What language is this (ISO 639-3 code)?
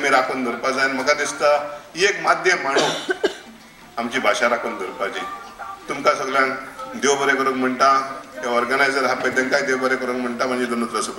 kok